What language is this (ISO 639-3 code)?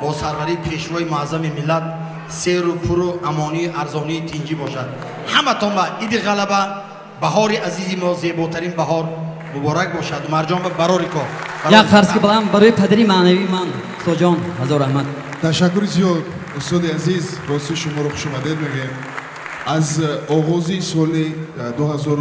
tgk